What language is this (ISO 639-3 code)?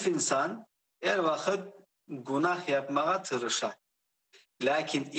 crh